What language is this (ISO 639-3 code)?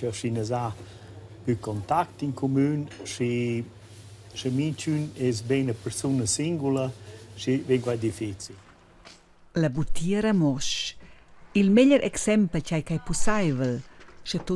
roh